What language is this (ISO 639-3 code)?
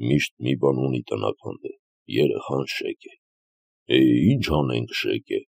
hye